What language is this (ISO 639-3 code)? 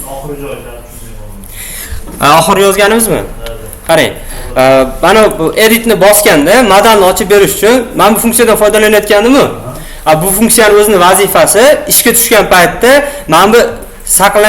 uzb